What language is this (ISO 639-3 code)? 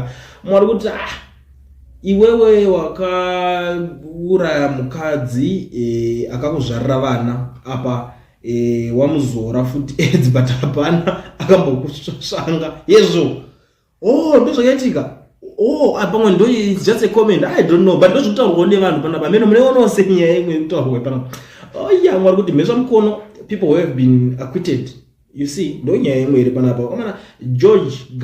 sna